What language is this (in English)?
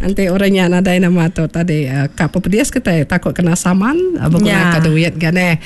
Iban